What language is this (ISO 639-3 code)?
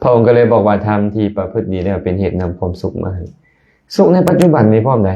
lao